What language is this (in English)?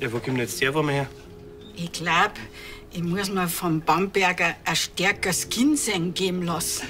Bavarian